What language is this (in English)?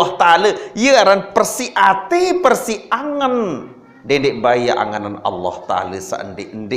Sasak